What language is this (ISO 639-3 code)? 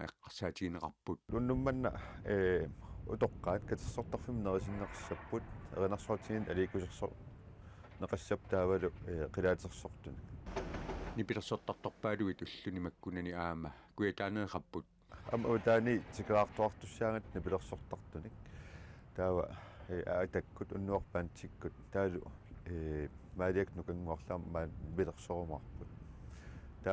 kal